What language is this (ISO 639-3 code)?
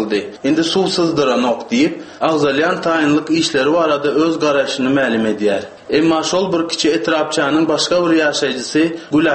tuk